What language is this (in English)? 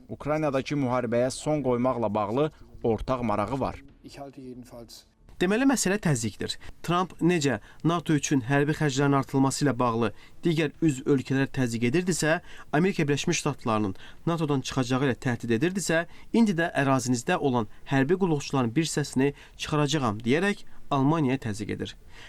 Azerbaijani